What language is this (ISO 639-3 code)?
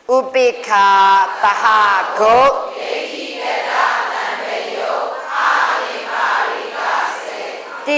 mya